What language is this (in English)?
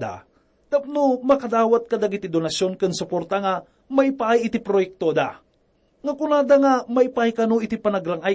Iloko